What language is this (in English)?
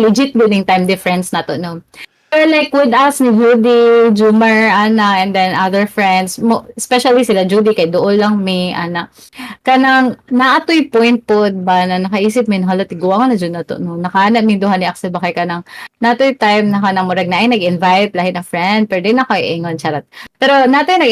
Cebuano